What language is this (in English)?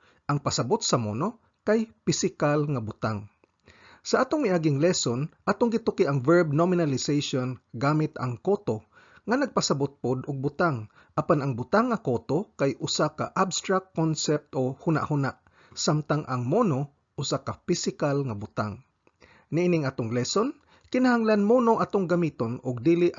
Cebuano